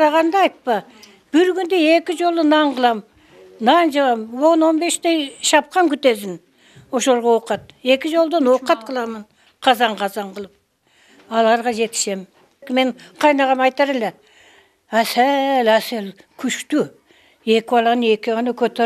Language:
Kyrgyz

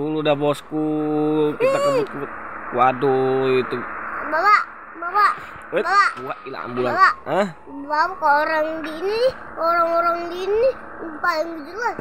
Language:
Betawi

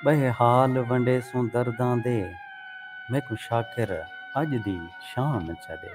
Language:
Saraiki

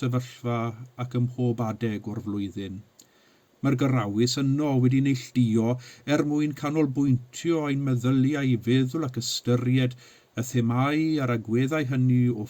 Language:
Welsh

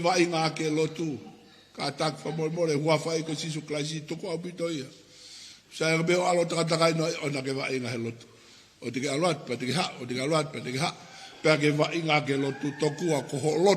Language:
Tongan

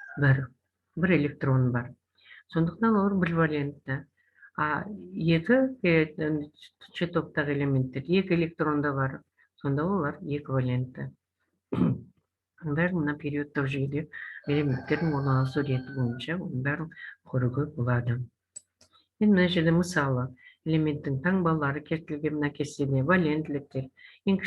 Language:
Kazakh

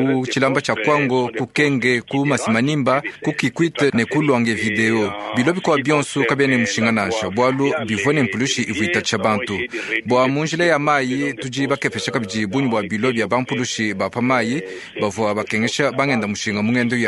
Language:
Luba-Lulua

